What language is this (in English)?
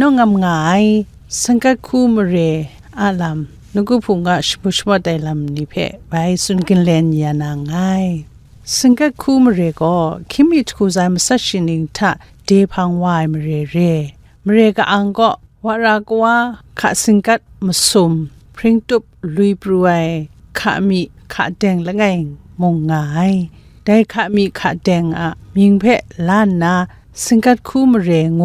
Kachin